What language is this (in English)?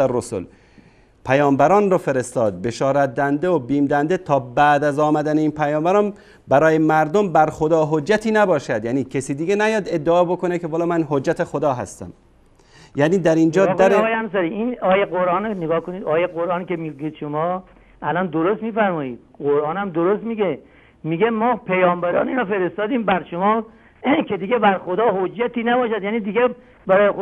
Persian